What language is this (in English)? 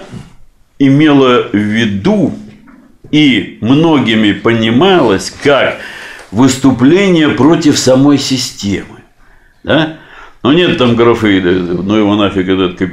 Russian